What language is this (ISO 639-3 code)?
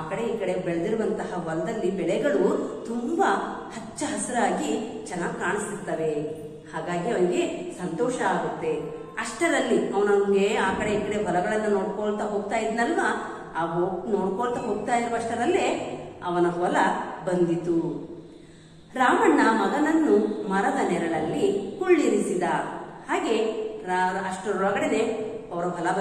kan